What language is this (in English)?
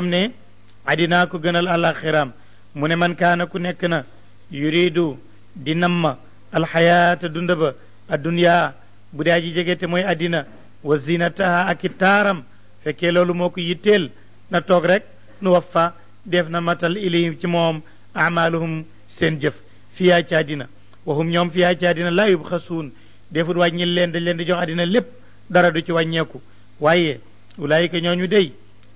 Wolof